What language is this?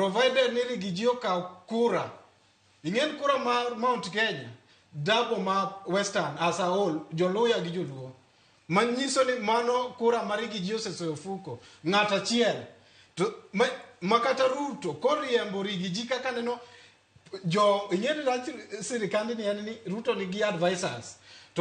Luo (Kenya and Tanzania)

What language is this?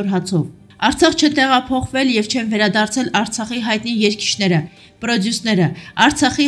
Armenian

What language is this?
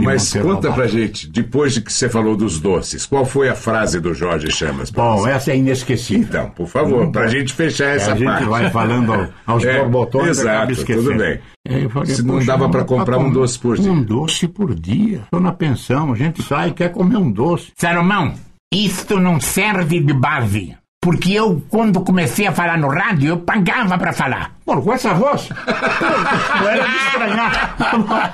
Portuguese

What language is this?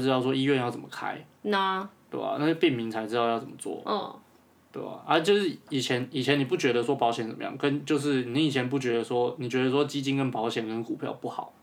Chinese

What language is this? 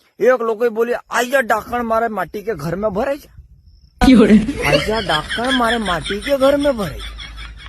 Rajasthani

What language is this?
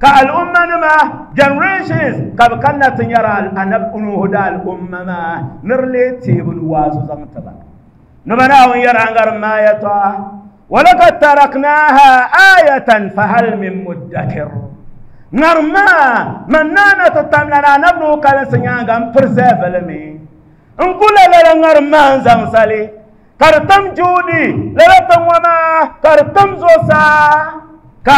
Dagbani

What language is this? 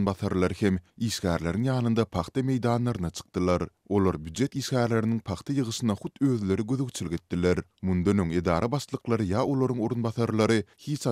Turkmen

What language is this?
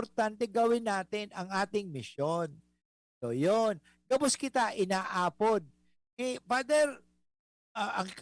Bikol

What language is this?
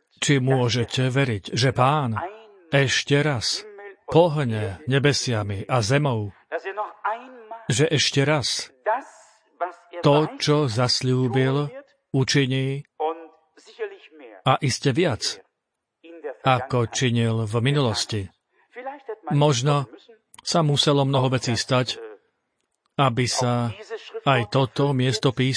Slovak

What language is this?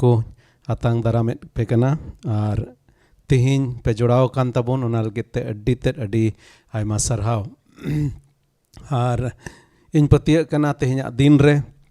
Santali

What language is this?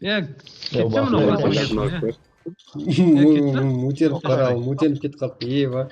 Kara-Kalpak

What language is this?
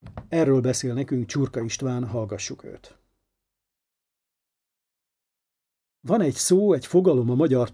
Hungarian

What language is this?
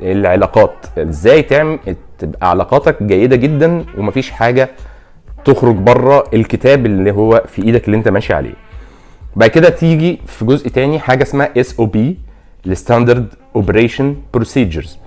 Egyptian Arabic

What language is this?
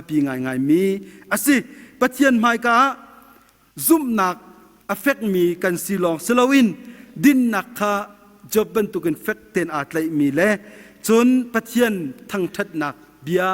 Hakha Chin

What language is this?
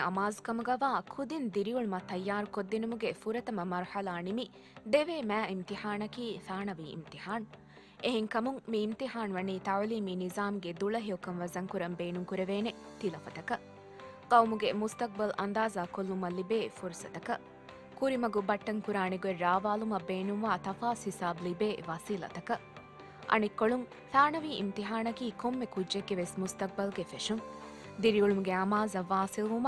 Divehi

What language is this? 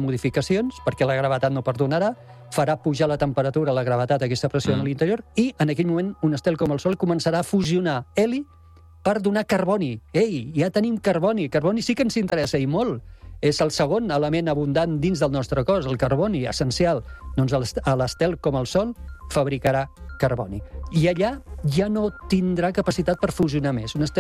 Catalan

